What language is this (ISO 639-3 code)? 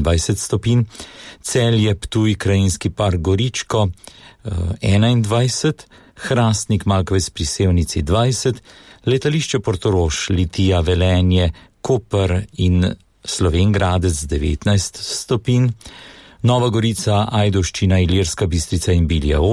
slv